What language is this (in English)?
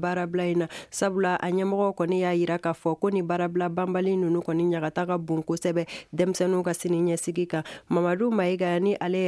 Bambara